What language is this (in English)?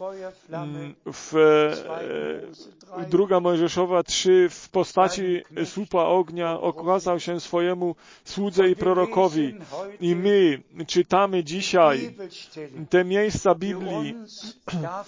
Polish